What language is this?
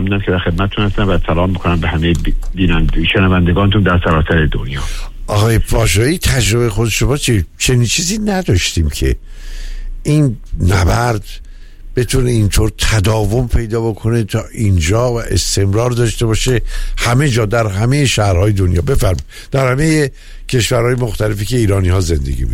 Persian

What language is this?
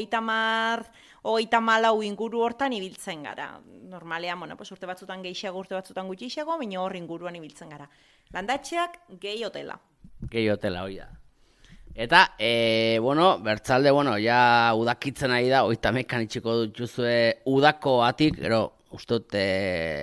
Basque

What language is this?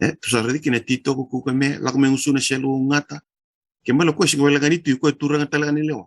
Fijian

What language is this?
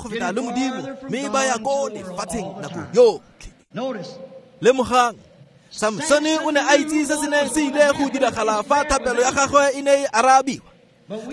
Tswana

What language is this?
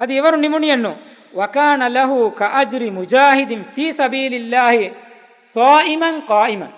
Divehi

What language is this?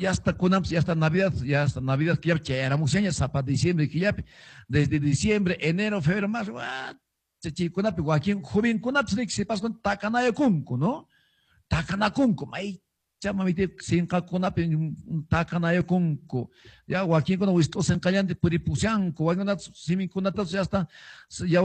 Quechua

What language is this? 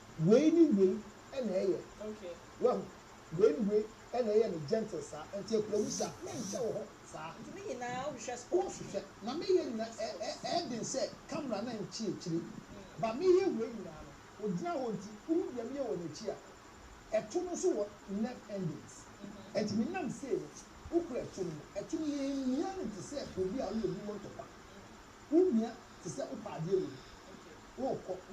Nigerian Pidgin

